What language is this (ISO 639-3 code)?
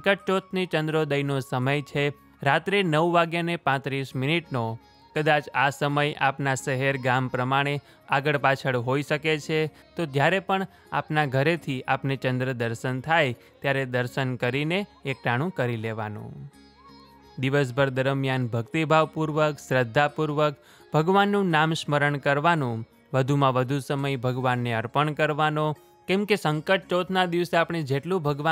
guj